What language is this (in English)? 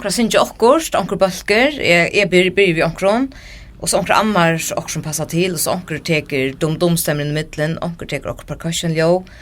Faroese